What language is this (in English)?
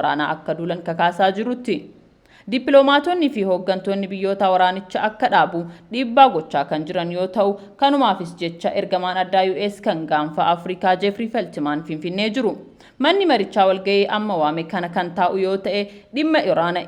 Oromo